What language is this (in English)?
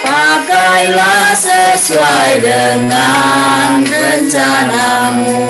Batak Simalungun